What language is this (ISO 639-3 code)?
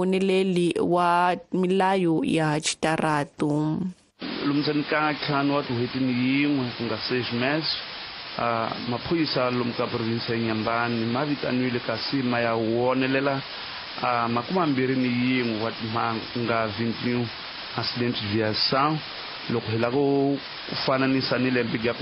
tso